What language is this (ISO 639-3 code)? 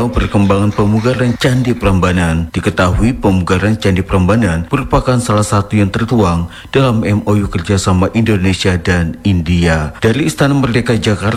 ind